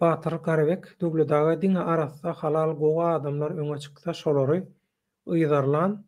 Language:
Turkmen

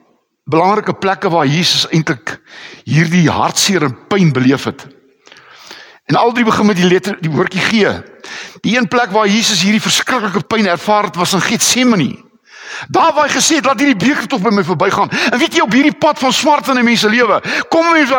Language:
Afrikaans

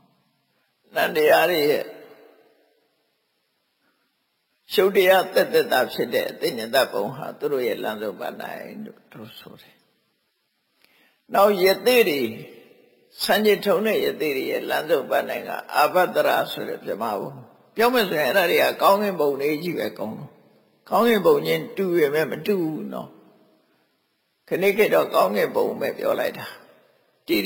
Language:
Burmese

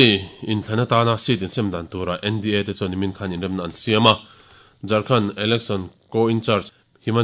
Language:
Mizo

